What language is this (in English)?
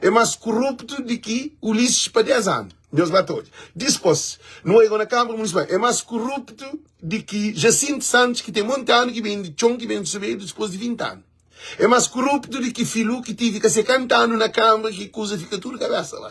Kabuverdianu